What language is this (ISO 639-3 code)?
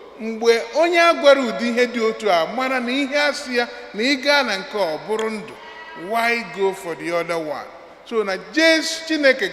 ibo